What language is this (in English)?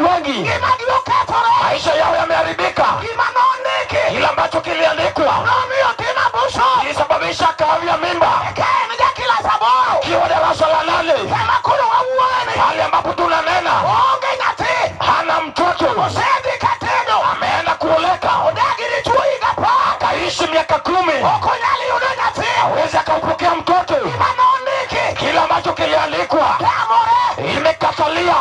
Luo (Kenya and Tanzania)